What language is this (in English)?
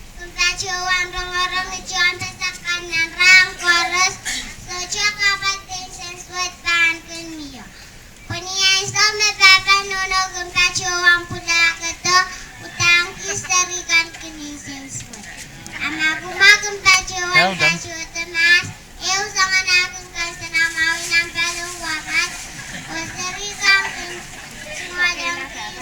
Pohnpeian